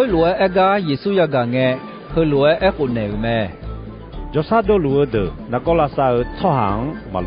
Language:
Akha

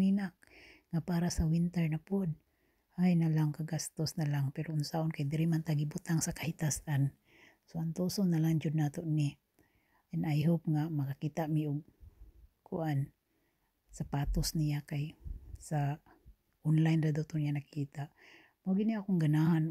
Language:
Cebuano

